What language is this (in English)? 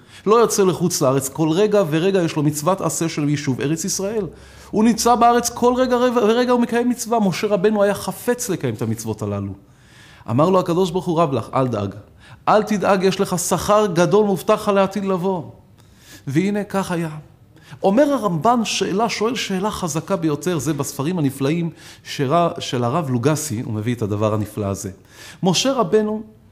Hebrew